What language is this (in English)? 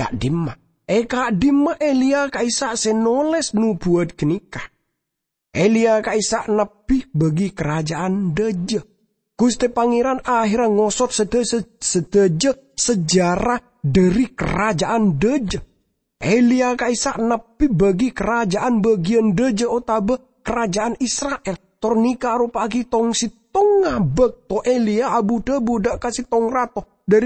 Madurese